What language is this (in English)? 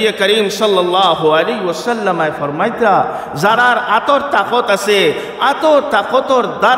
Sylheti